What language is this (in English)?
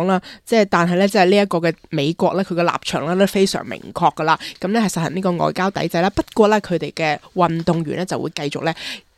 Cantonese